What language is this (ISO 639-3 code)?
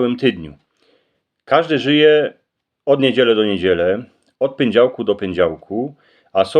szl